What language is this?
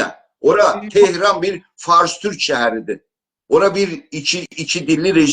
South Azerbaijani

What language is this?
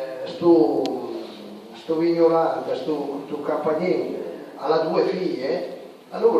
Piedmontese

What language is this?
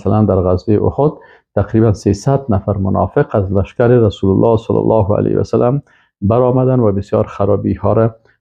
Persian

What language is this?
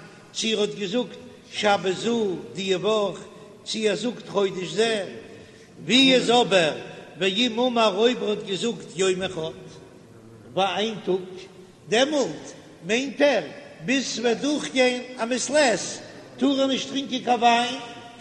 Yiddish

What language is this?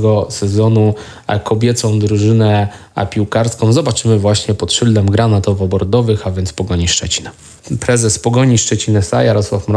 Polish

